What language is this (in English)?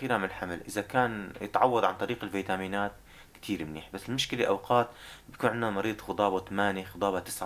North Levantine Arabic